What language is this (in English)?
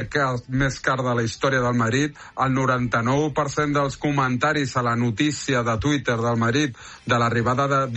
Catalan